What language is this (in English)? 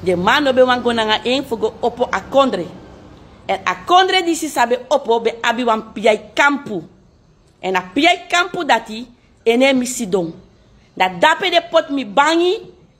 Sranan Tongo